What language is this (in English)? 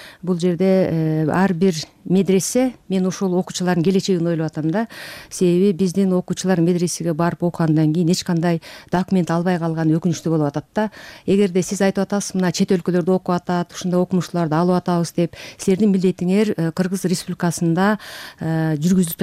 Kyrgyz